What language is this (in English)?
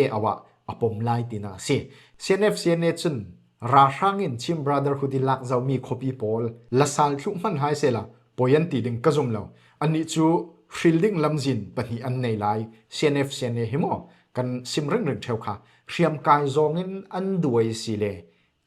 Falam Chin